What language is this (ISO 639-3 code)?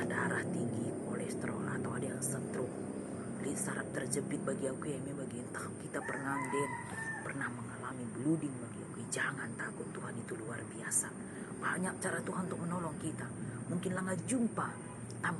btx